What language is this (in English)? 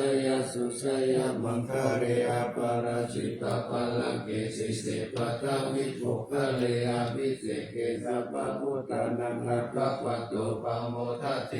Pali